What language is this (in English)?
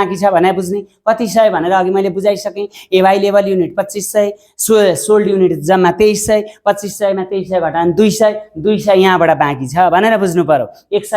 Nepali